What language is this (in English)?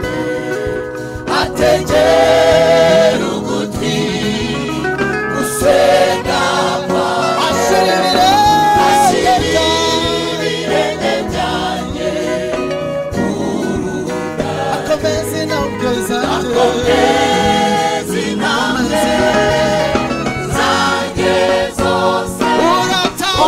Kinyarwanda